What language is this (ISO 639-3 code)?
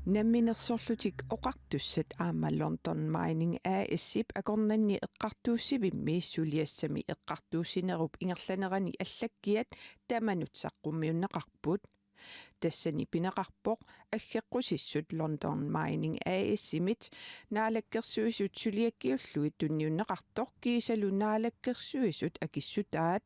kal